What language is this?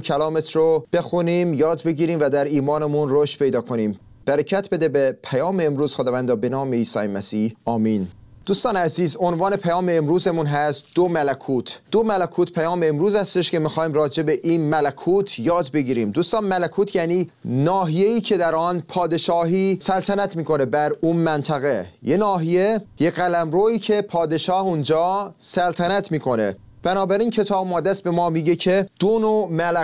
Persian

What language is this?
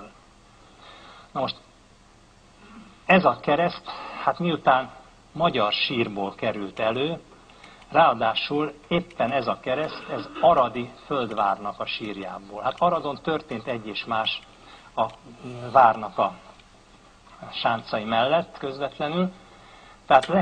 Hungarian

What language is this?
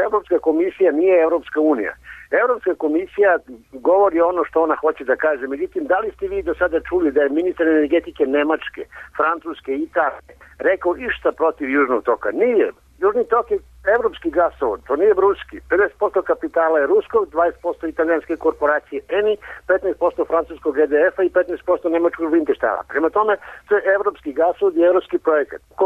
Serbian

